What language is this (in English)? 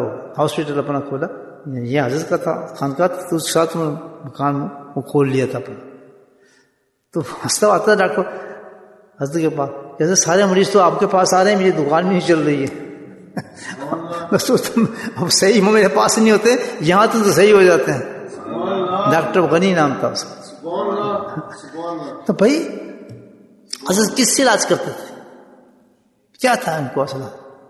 Urdu